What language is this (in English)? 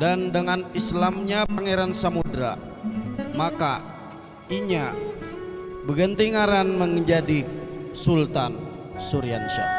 Banjar